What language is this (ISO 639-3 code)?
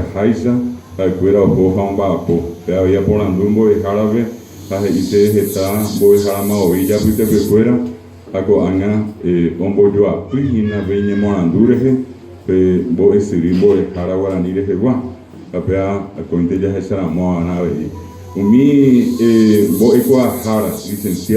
grn